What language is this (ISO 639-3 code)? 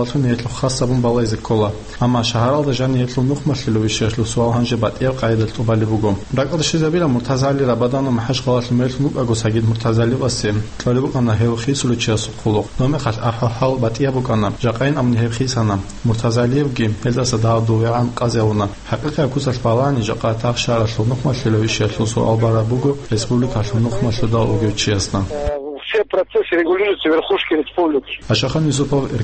ava